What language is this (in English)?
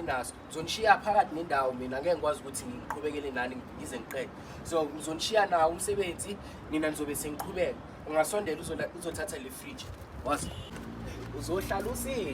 Zulu